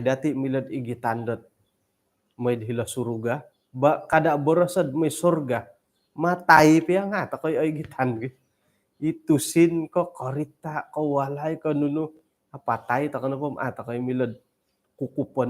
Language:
Central Dusun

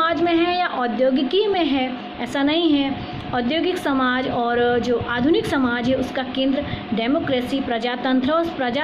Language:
Hindi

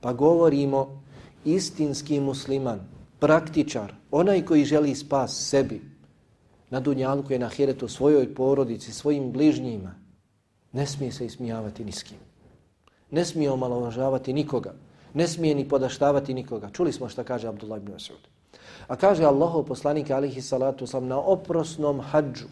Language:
Bosnian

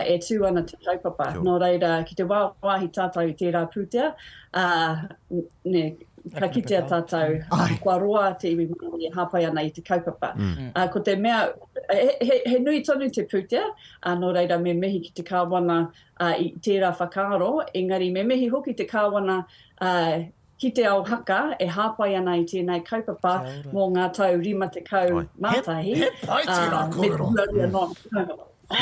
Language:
Māori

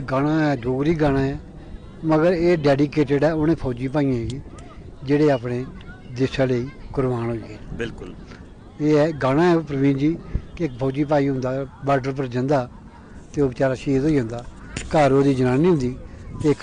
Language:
Dogri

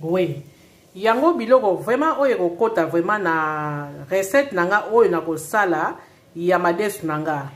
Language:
Lingala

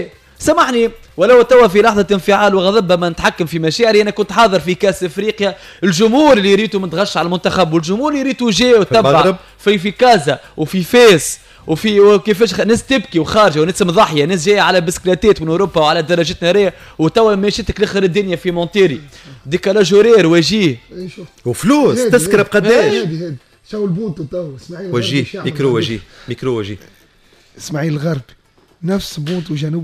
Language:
Tunisian Arabic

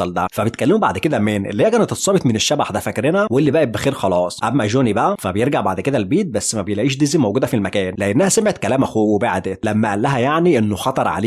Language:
Egyptian Arabic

